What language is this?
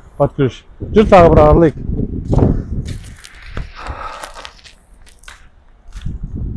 Kazakh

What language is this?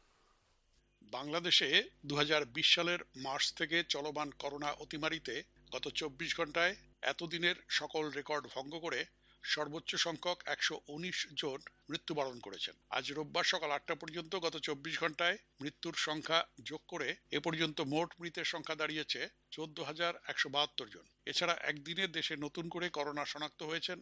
Bangla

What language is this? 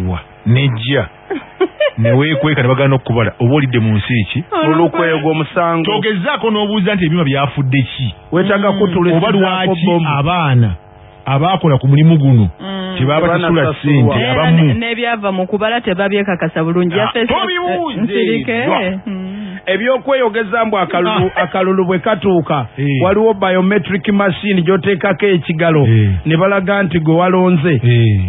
Ganda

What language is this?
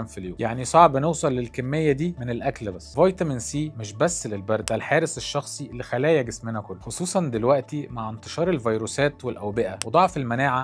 Egyptian Arabic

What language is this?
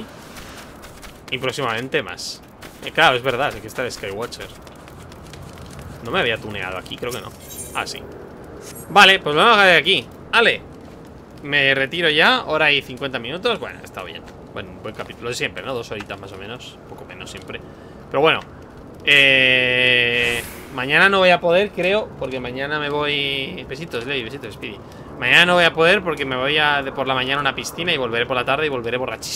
Spanish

